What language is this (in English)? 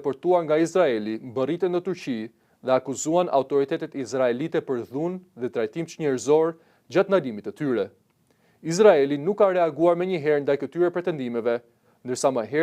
Albanian